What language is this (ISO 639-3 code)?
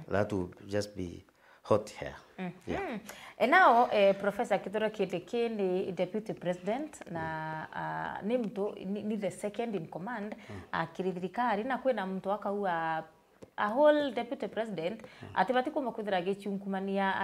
mer